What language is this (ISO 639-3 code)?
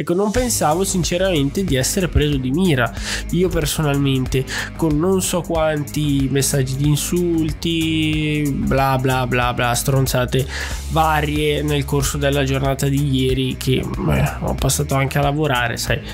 ita